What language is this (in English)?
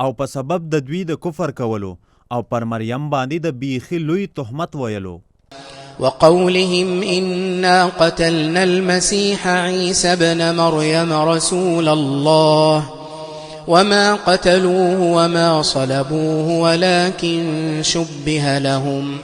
Pashto